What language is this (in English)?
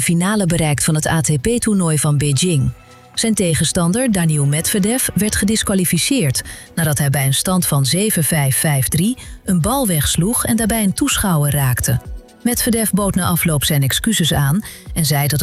Dutch